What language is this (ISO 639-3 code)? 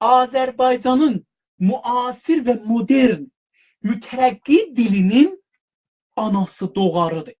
azb